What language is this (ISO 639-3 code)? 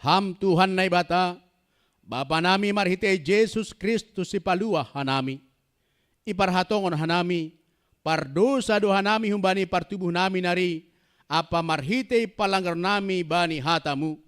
bts